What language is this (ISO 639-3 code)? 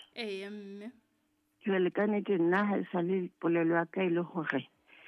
sot